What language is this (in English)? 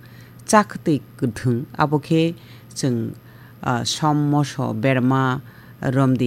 Kok Borok